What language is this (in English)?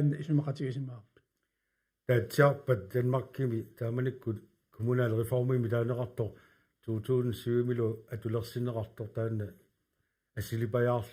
Kalaallisut